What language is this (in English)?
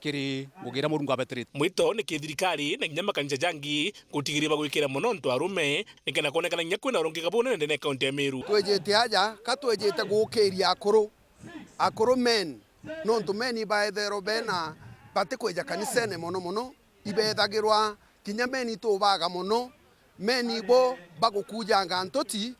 Meru